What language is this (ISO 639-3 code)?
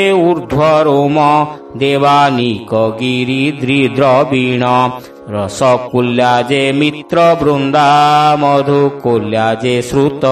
ori